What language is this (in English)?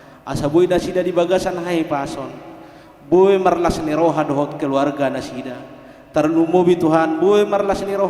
Batak Toba